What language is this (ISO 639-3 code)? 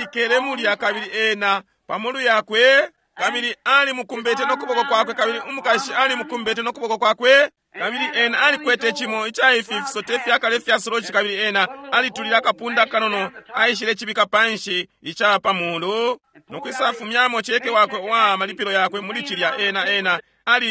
bem